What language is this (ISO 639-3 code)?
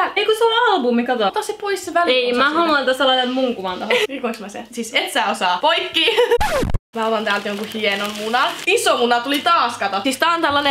fin